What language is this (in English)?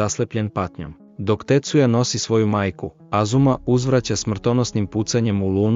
Serbian